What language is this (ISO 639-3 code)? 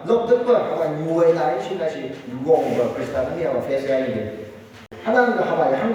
nph